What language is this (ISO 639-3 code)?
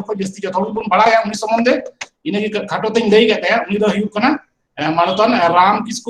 sat